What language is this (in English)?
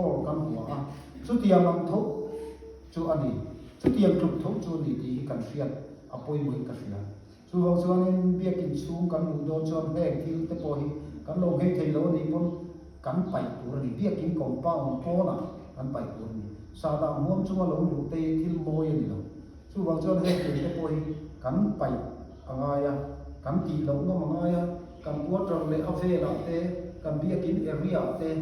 Mizo